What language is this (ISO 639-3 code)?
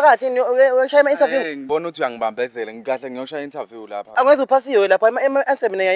zul